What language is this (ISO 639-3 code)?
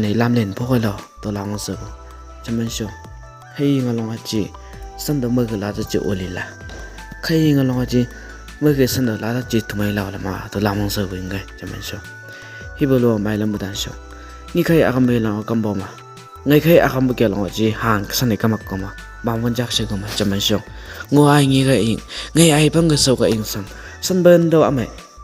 nbc